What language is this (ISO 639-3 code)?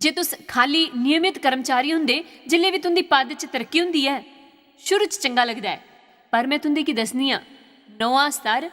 doi